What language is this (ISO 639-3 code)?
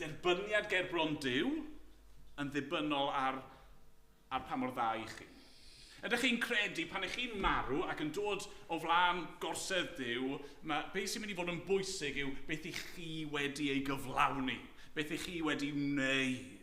cym